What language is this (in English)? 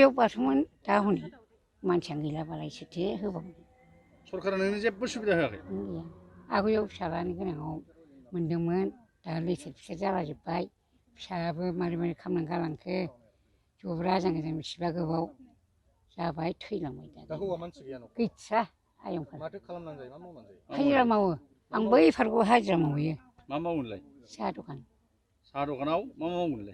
Bodo